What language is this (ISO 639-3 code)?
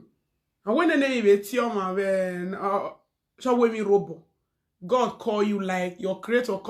pcm